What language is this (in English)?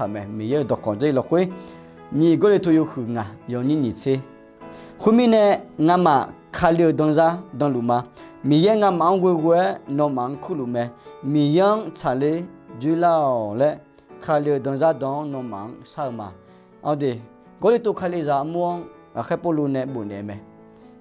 Akha